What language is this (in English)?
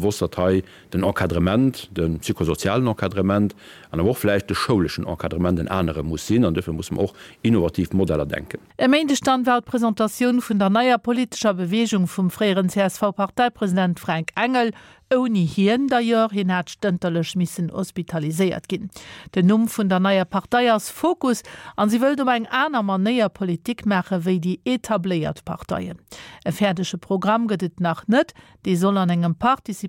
Luxembourgish